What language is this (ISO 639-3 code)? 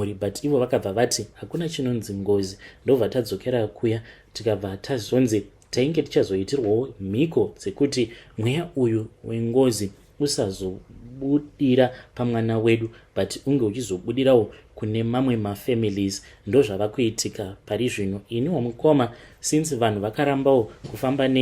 sna